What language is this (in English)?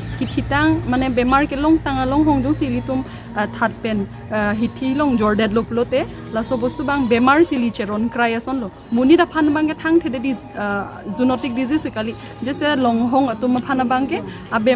Karbi